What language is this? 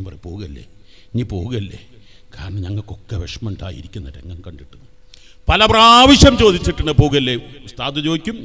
Malayalam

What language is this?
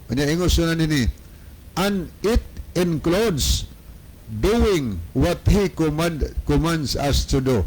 Cebuano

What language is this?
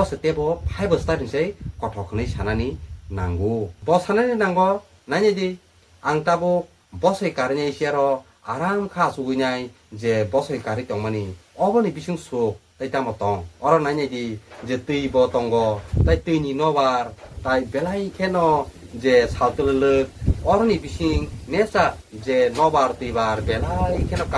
Kok Borok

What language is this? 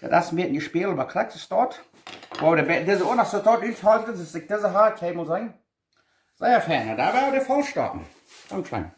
Plautdietsch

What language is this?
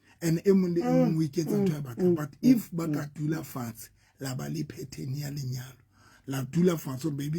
Southern Sotho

